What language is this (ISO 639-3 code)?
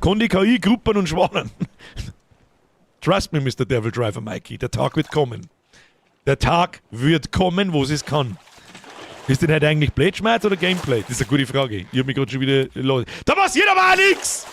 bar